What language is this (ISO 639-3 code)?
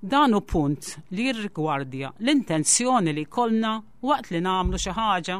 mlt